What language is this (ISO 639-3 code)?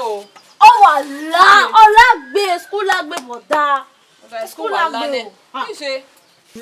bin